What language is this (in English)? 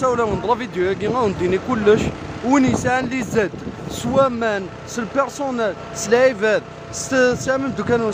Kabyle